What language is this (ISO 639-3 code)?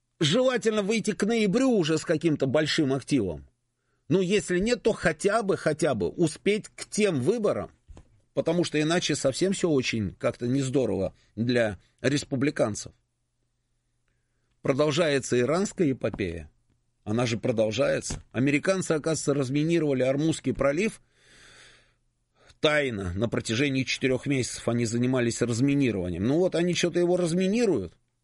rus